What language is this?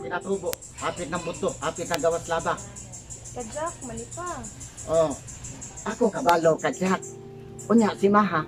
Cebuano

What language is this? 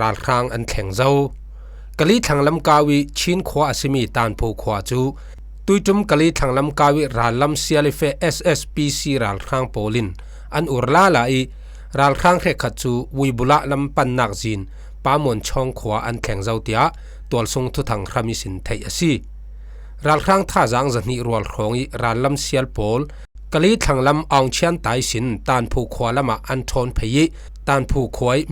Falam Chin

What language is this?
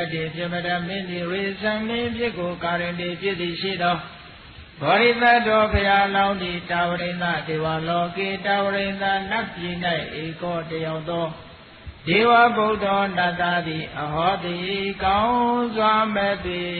Burmese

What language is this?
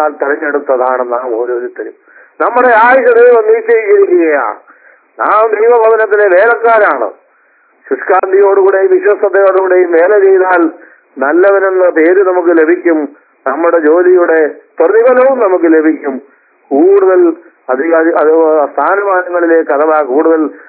Malayalam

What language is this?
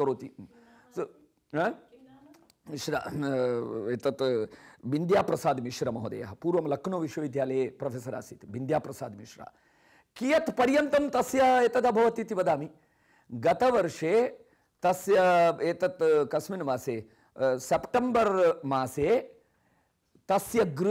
Sanskrit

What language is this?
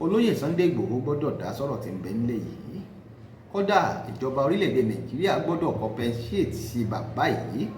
Yoruba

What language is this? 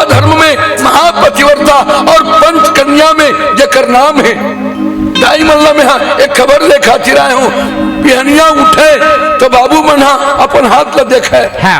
Chhattisgarhi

